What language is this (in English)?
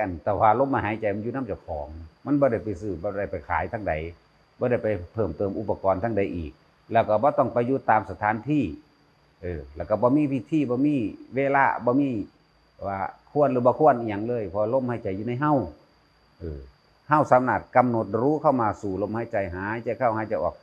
Northeastern Thai